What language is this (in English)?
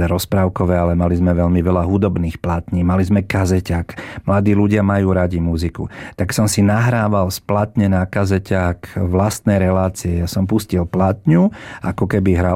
Slovak